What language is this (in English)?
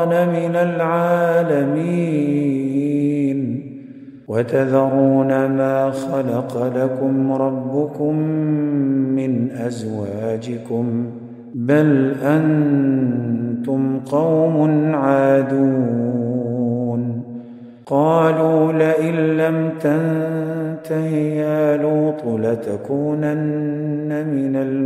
Arabic